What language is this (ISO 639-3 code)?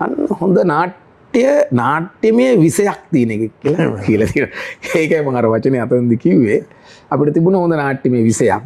sin